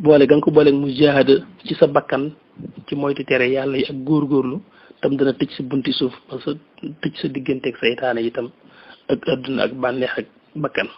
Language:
Wolof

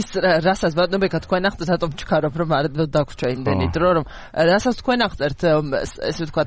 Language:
Georgian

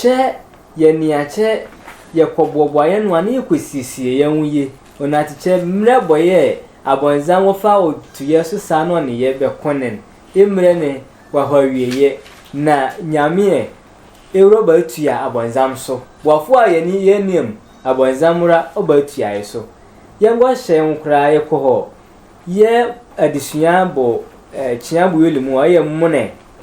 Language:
Sehwi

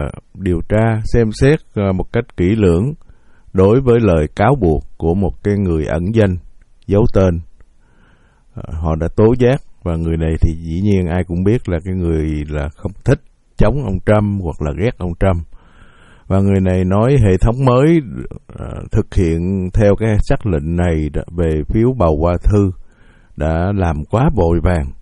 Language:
Vietnamese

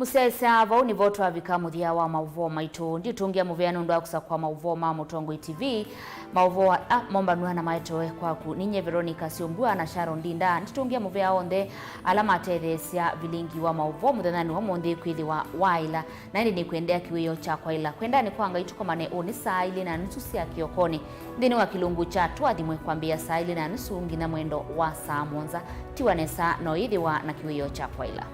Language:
Kamba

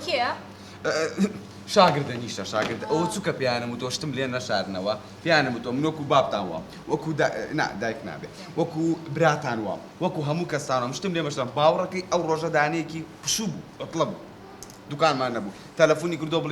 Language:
Central Kurdish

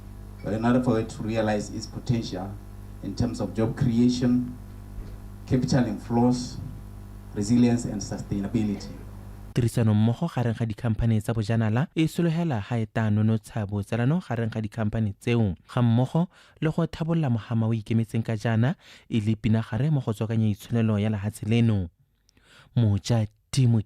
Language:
Tswana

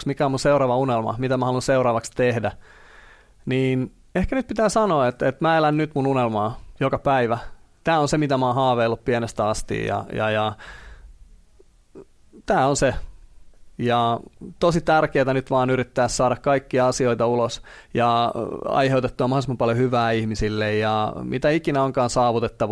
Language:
Finnish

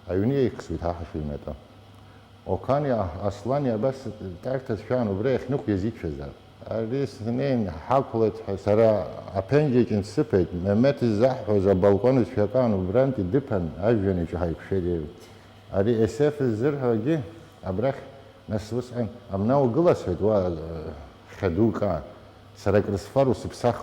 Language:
Abkhazian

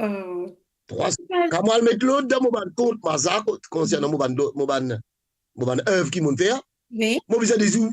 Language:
Morisyen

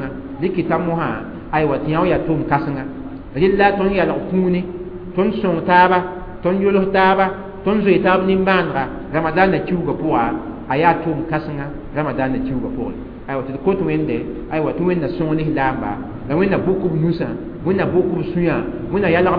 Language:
Mossi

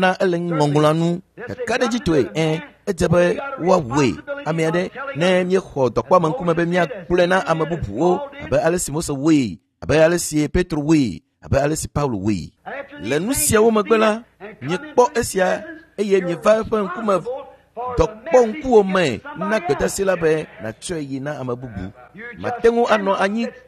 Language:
Ewe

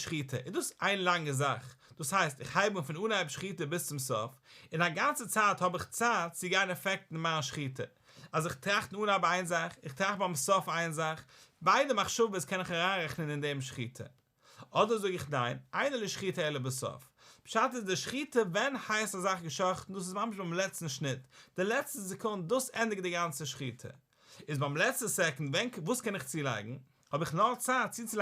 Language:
Yiddish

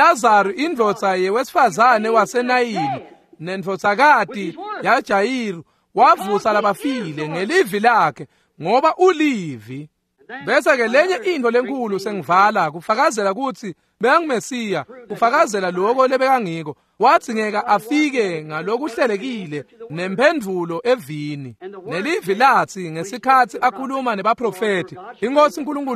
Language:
Swati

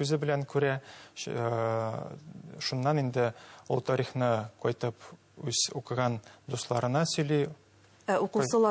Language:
Bashkir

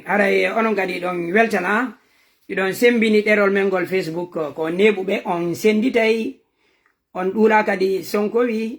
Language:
Fula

